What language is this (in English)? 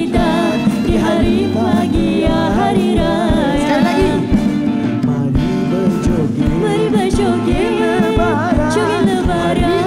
Malay